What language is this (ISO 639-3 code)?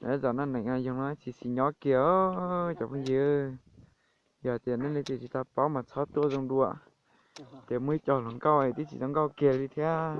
hmn